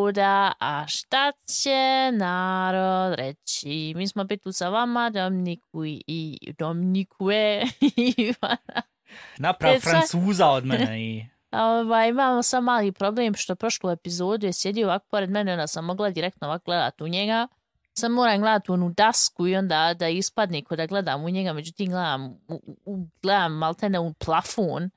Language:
Serbian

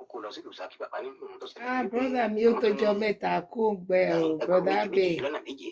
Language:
Yoruba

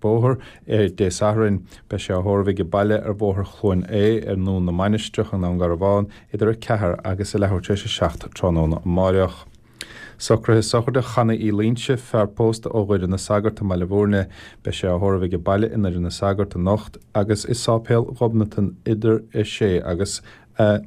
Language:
Irish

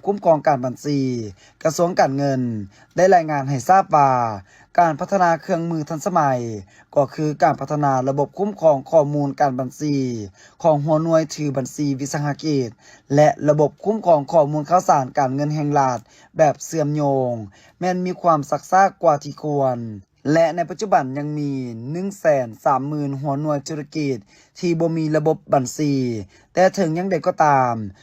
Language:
Lao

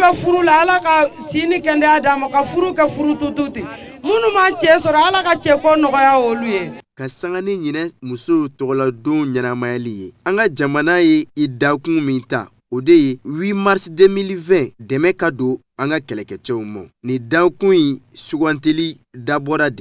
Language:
Bambara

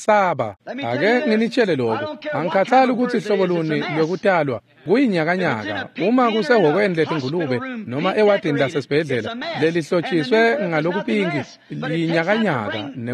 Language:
Swati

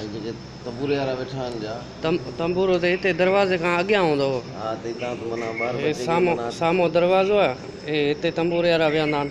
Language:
Sindhi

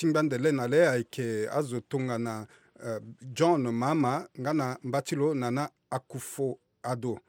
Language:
Sango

